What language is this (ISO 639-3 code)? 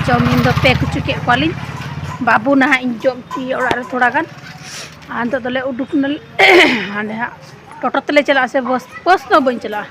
sat